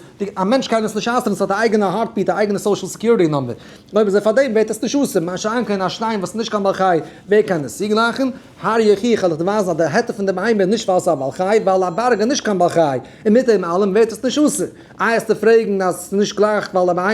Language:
Yiddish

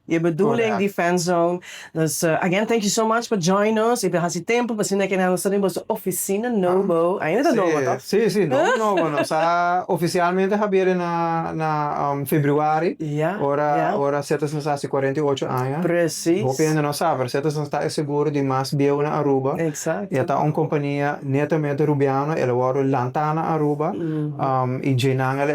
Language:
Papiamento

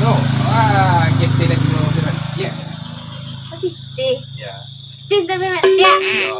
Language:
Minangkabau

